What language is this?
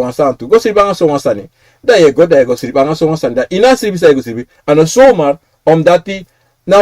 Sranan Tongo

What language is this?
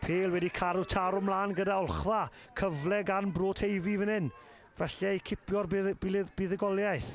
Welsh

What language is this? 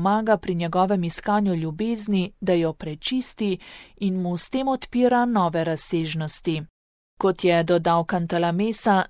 Slovenian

